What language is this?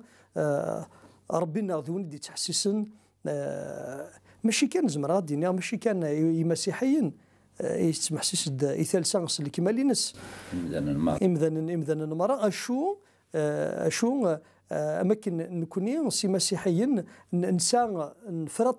Kabyle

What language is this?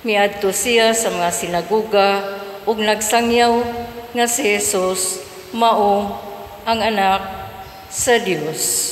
Cebuano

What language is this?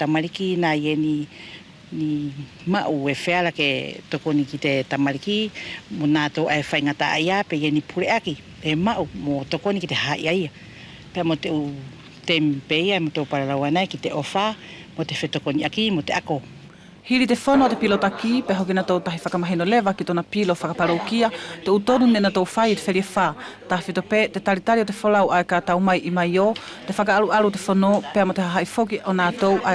Wallisian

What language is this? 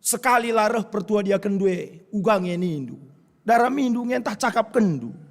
Batak Karo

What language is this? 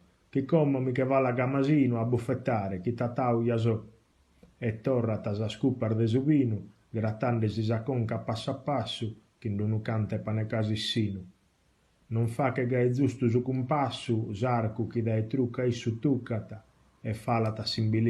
Sardinian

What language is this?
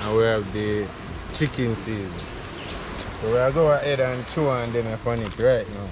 Jamaican Creole English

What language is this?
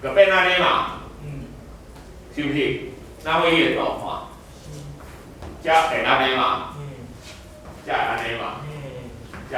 Min Nan Chinese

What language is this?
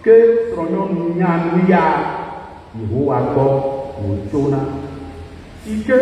Ewe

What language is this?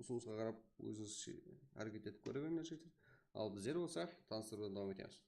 Kara-Kalpak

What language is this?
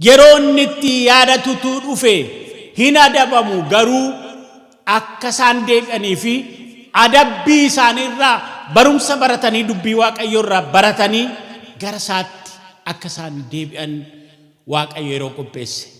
Oromo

